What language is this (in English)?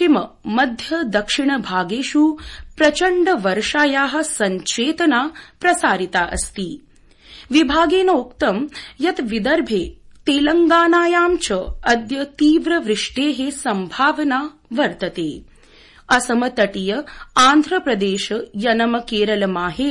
Sanskrit